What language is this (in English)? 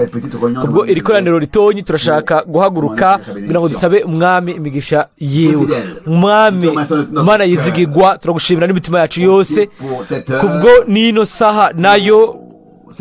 Rundi